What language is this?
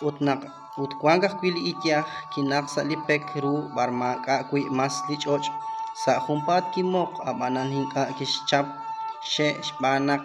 Kekchí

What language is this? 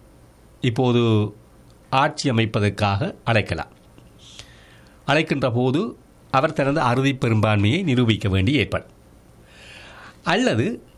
Tamil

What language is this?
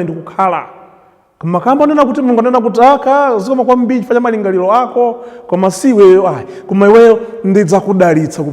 Nyanja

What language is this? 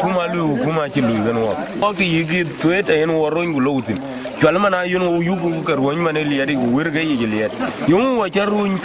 Dinka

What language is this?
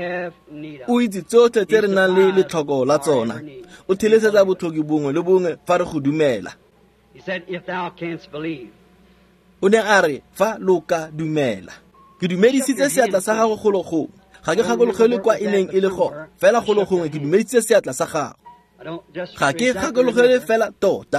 Tswana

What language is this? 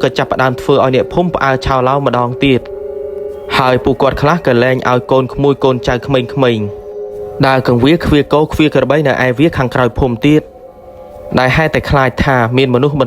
Khmer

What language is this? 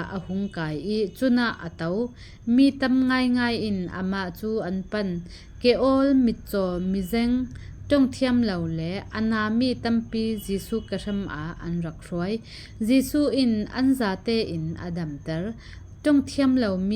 Falam Chin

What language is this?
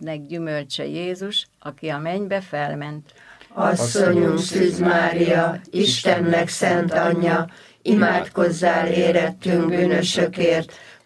Hungarian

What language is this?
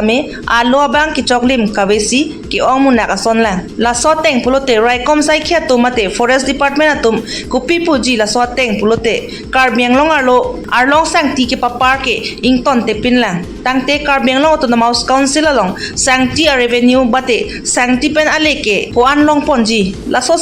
Karbi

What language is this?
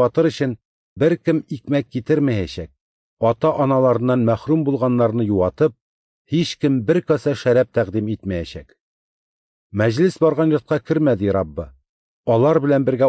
Tatar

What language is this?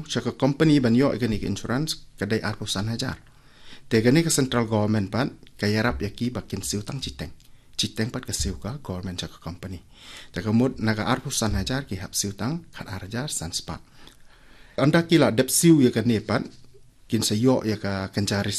Khasi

